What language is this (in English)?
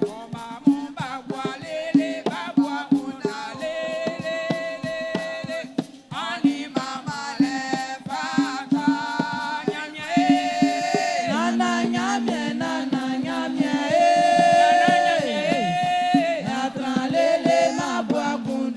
Baoulé